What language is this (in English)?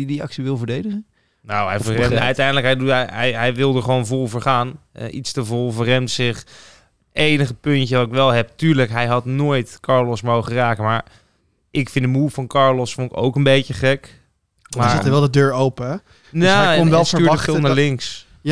Dutch